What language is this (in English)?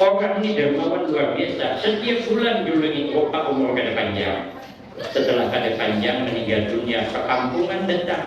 Banjar